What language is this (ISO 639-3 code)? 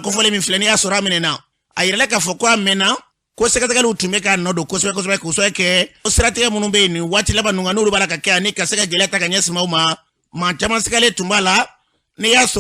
bam